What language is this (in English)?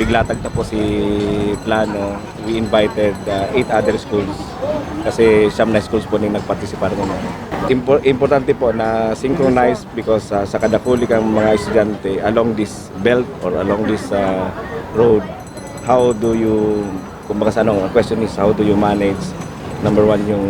Bikol